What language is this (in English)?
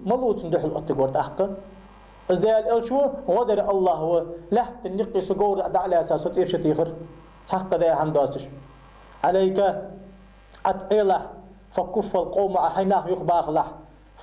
Ingush